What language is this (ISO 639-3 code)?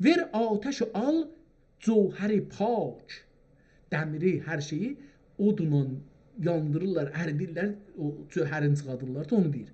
azb